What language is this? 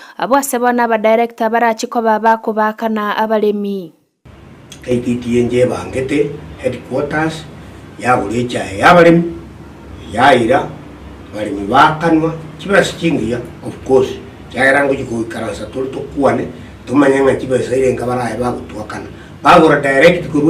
Gusii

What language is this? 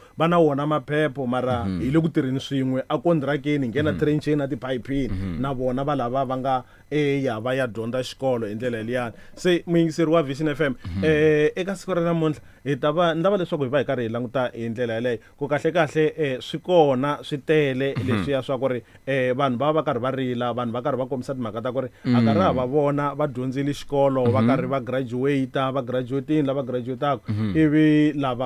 Tsonga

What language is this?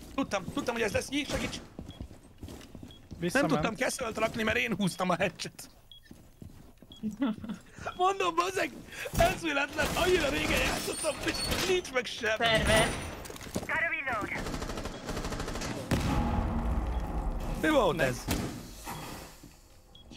Hungarian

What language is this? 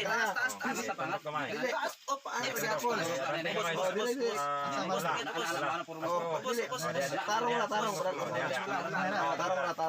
Cebuano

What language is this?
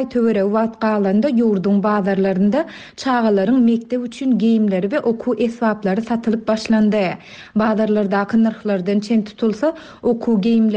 Turkmen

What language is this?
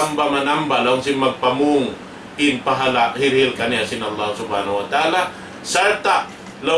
Tausug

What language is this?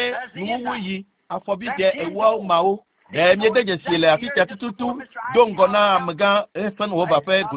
Ewe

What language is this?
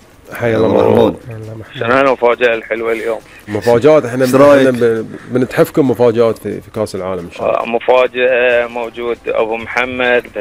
Gulf Arabic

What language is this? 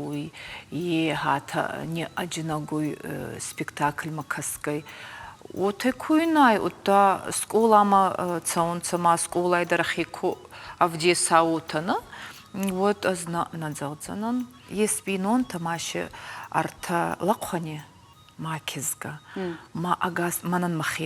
Ossetic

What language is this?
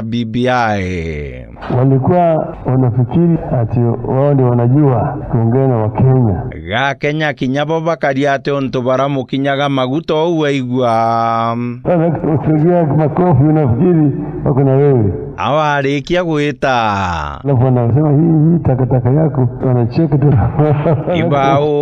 Meru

